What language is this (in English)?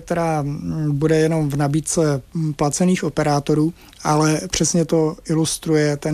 Czech